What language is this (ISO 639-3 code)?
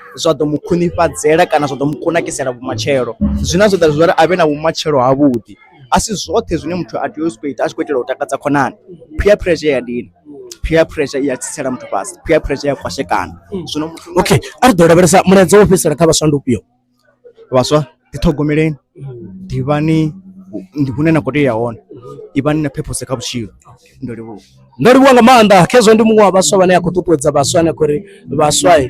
ven